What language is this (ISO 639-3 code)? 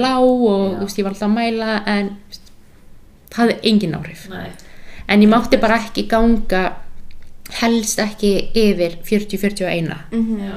isl